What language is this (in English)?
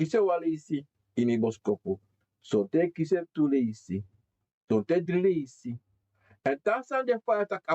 Sranan Tongo